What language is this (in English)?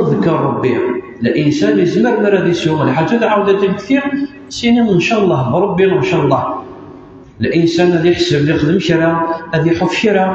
Kabyle